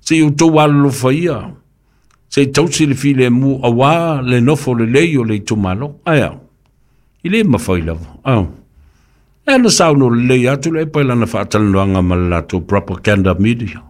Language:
Samoan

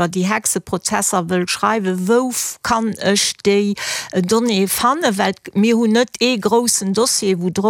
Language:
Luxembourgish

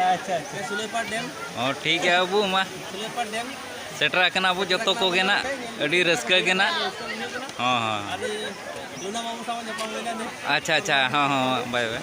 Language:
Santali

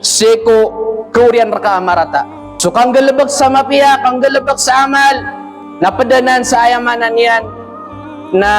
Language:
Maranao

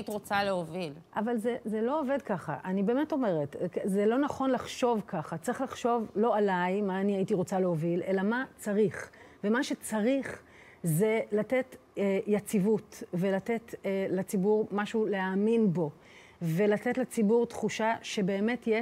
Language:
Hebrew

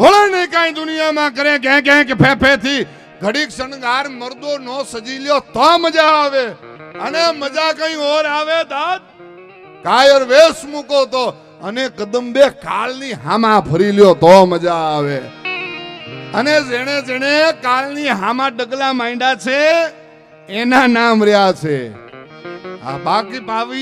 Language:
Gujarati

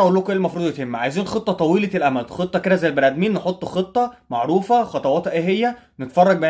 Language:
Egyptian Arabic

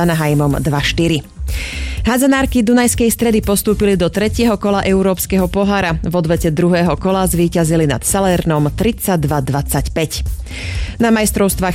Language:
Slovak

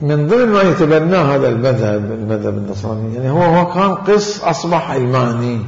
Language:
Mesopotamian Arabic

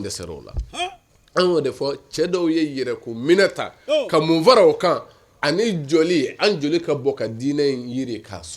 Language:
Bambara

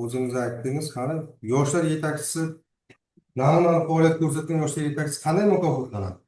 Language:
Uzbek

